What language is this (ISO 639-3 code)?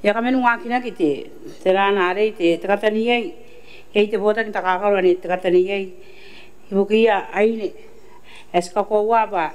gil